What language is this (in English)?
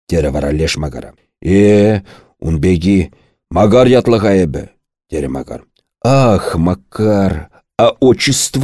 Chuvash